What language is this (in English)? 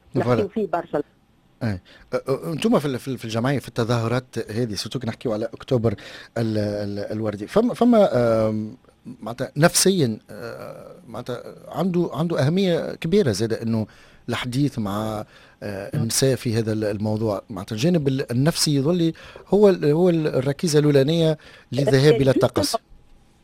Tunisian Arabic